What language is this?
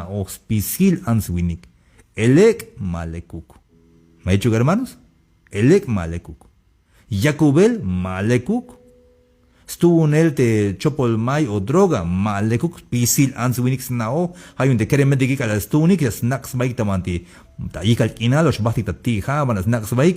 Tzeltal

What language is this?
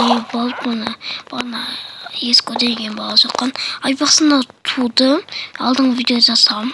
Kazakh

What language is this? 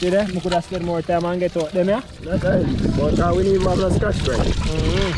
Jamaican Creole English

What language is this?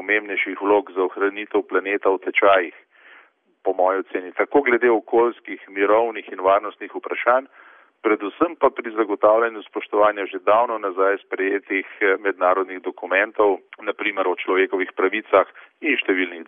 Slovenian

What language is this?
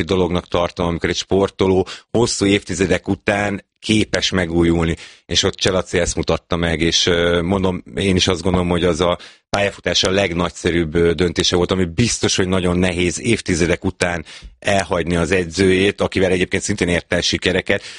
Hungarian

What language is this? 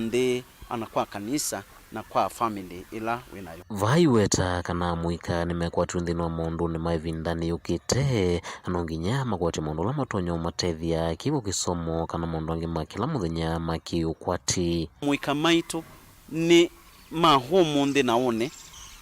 Kamba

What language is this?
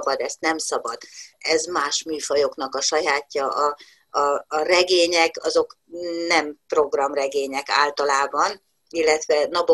Hungarian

